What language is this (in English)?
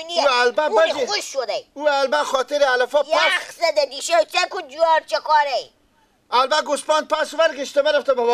Persian